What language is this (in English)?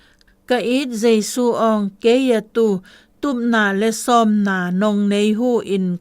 Zou